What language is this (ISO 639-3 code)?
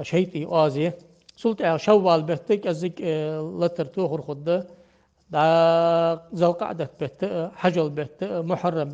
inh